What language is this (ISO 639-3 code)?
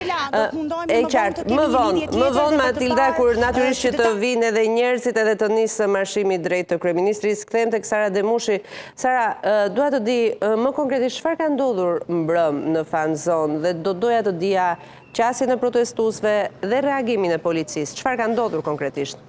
sqi